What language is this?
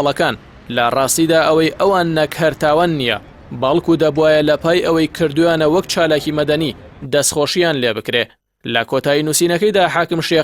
Central Kurdish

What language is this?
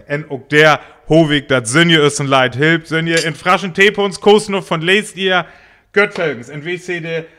Northern Frisian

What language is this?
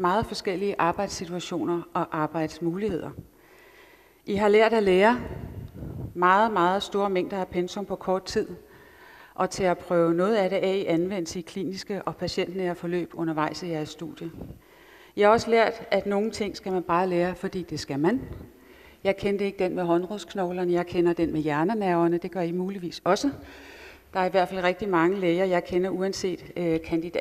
Danish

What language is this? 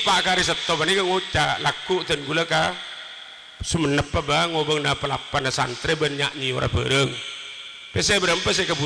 Madurese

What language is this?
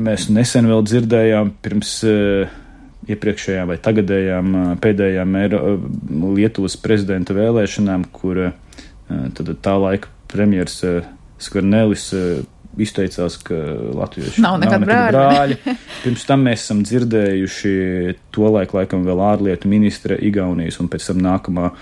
Latvian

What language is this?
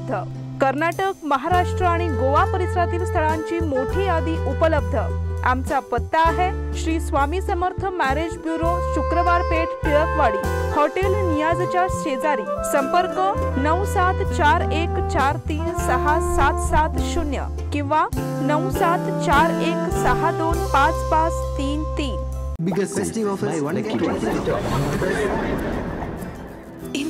Marathi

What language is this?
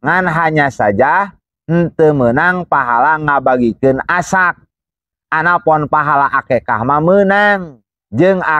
Sundanese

